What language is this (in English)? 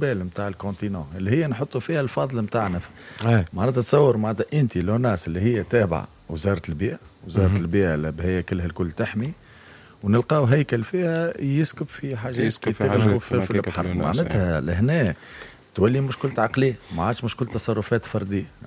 Tunisian Arabic